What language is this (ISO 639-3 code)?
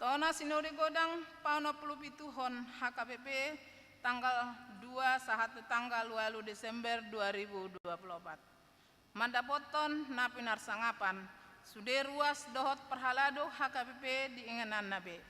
bbc